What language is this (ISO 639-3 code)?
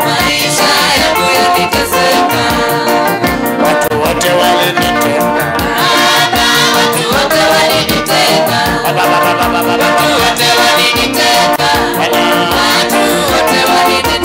swa